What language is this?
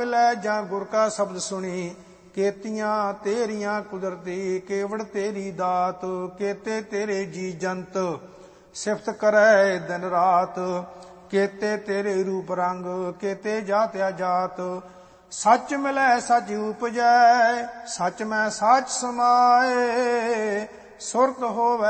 Punjabi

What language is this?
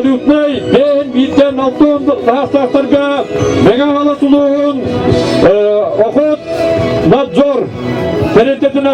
Yakut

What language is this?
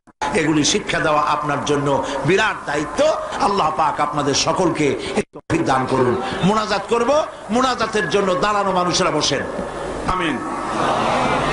Bangla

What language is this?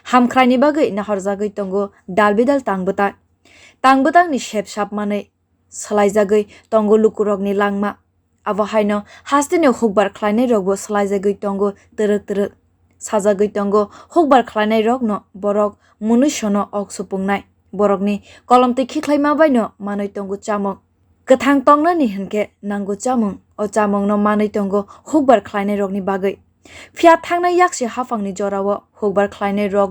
Kok Borok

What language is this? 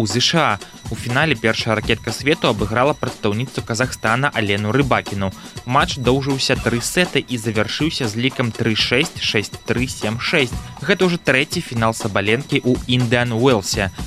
Belarusian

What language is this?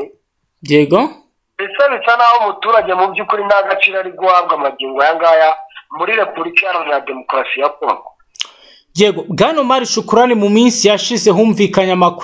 Kinyarwanda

